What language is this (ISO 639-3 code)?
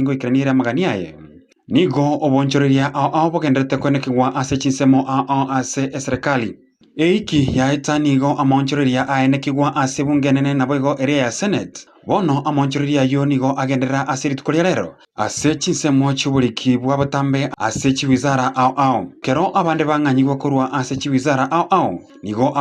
guz